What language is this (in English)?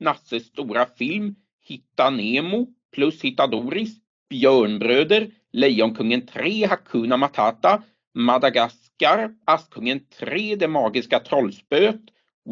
Swedish